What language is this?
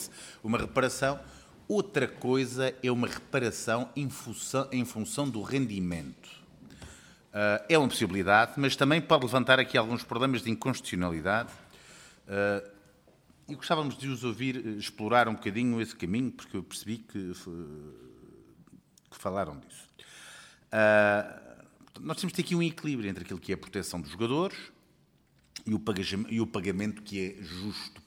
Portuguese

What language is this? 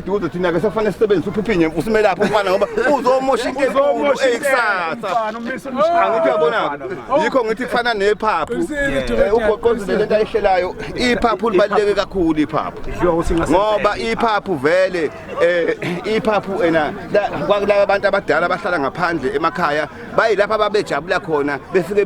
Zulu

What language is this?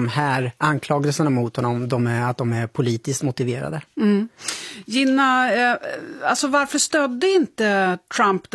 Swedish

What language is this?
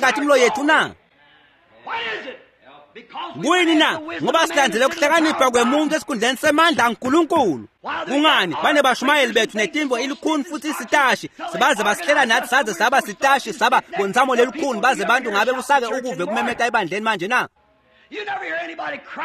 Swati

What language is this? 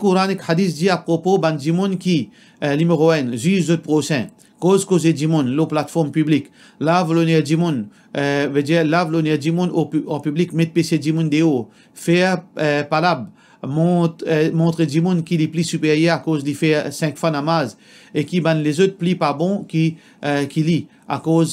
Morisyen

